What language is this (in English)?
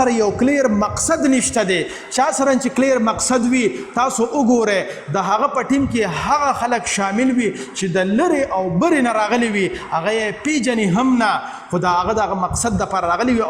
Pashto